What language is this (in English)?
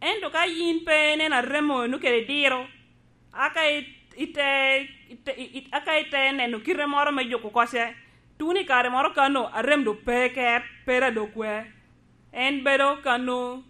Lango (Uganda)